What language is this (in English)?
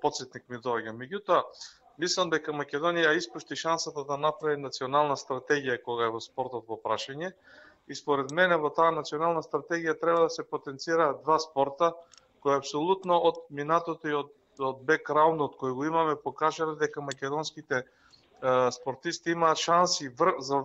Macedonian